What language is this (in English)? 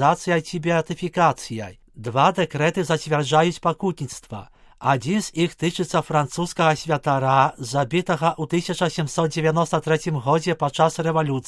Belarusian